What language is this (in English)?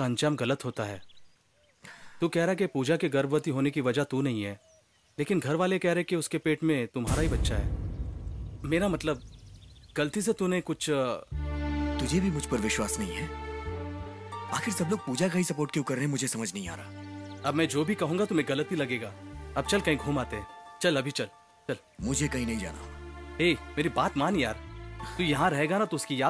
Hindi